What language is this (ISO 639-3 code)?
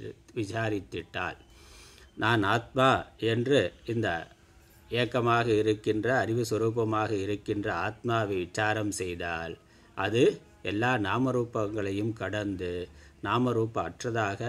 tam